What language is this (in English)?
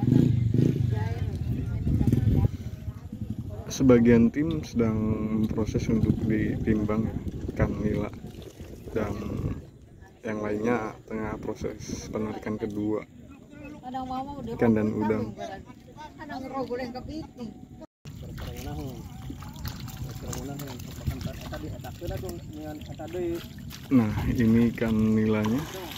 Indonesian